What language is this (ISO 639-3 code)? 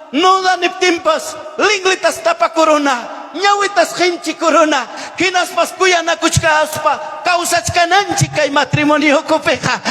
quy